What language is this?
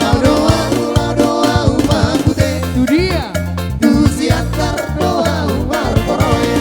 Batak Toba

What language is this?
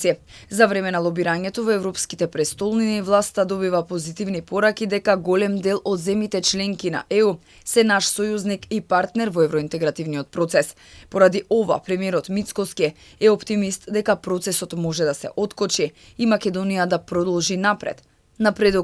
Macedonian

